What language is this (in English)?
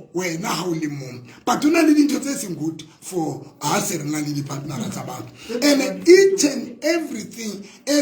Southern Sotho